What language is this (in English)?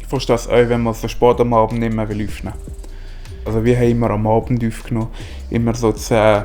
Swiss German